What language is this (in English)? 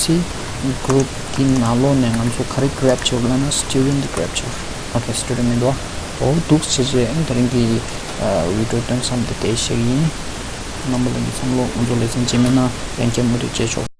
Tibetan